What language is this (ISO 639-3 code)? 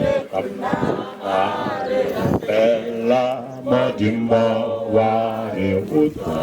nso